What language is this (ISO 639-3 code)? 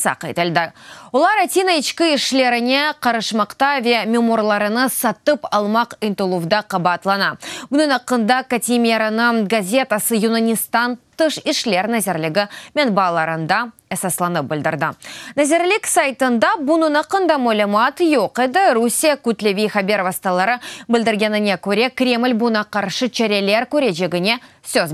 crh